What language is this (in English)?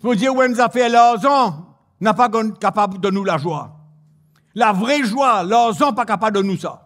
Morisyen